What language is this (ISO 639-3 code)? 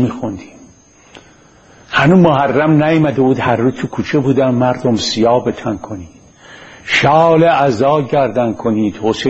fas